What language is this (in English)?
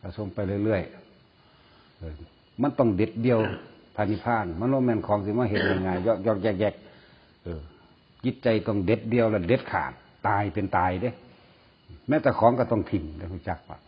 Northeastern Thai